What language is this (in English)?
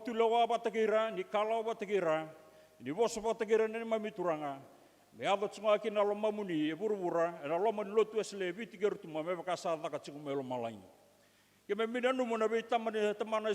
Fijian